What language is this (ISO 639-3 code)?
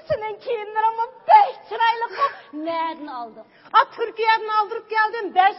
uig